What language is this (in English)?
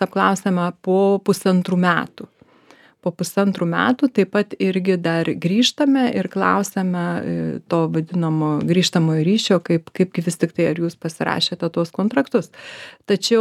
Lithuanian